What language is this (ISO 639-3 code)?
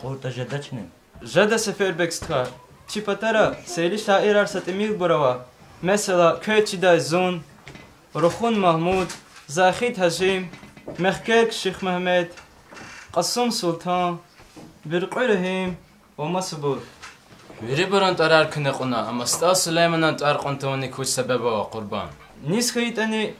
lez